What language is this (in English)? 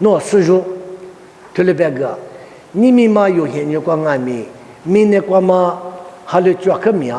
Lisu